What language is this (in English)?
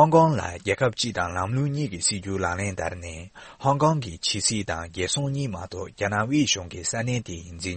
Tibetan